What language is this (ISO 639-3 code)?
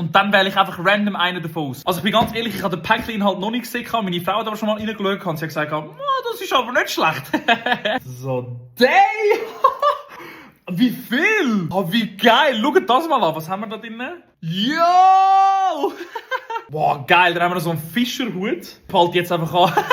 gsw